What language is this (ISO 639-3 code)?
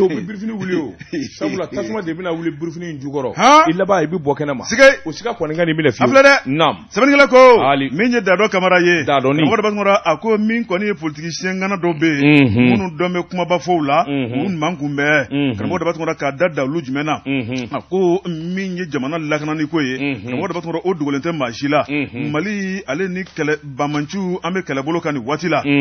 bam